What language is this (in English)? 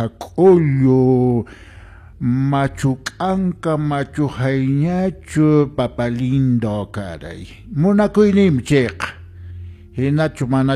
Quechua